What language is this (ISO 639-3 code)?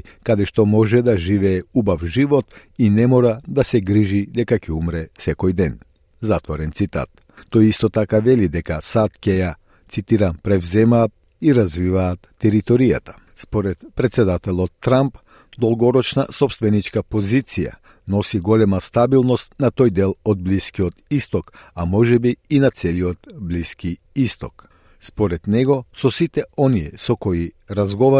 mkd